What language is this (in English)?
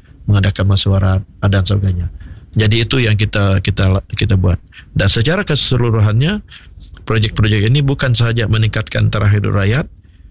Malay